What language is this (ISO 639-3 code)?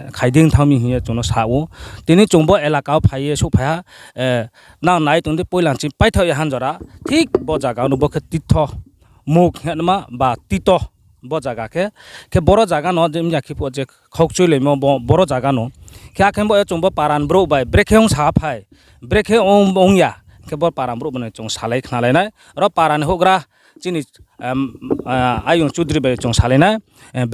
ria